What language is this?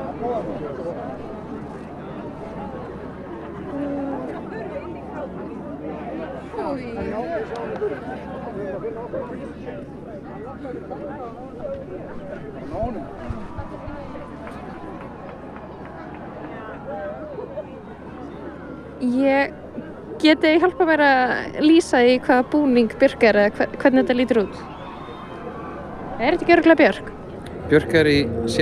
Icelandic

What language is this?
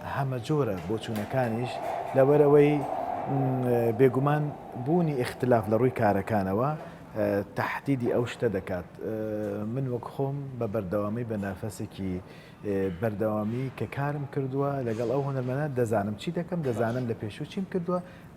Central Kurdish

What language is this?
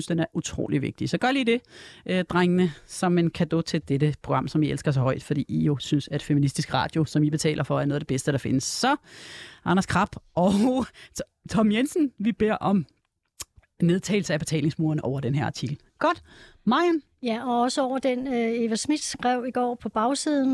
Danish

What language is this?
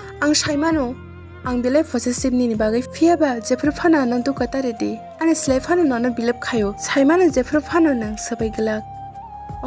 Kok Borok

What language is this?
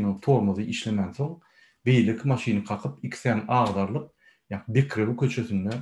Turkmen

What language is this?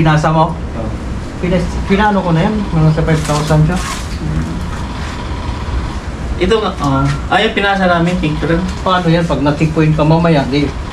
Filipino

